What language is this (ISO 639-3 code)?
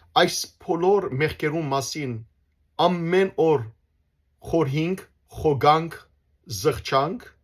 hyw